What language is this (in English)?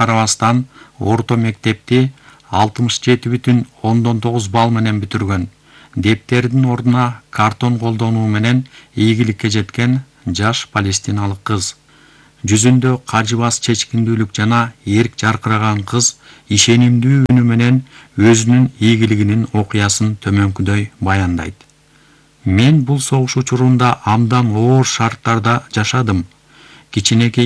Kyrgyz